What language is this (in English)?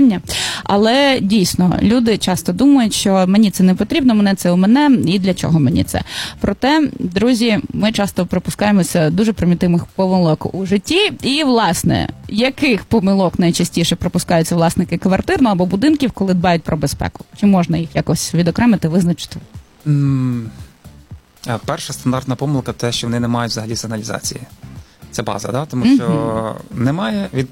Ukrainian